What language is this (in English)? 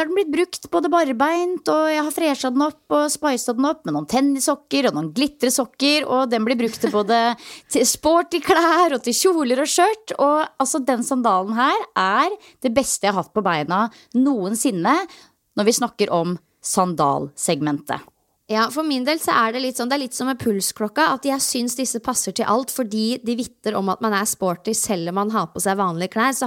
Norwegian